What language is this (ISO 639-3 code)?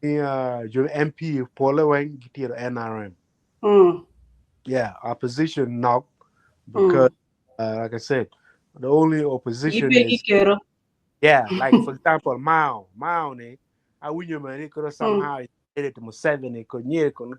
ach